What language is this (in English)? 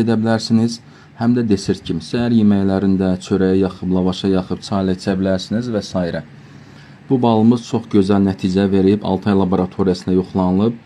Azerbaijani